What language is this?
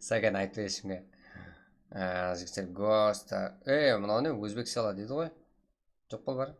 Kara-Kalpak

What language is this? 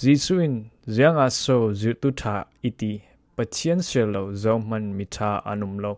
Falam Chin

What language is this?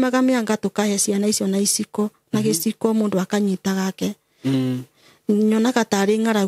Kikuyu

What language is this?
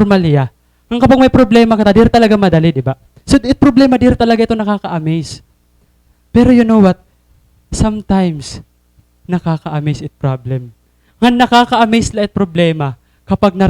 Waray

